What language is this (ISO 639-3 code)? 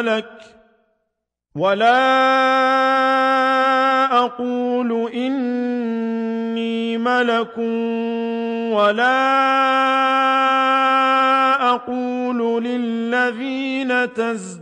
ara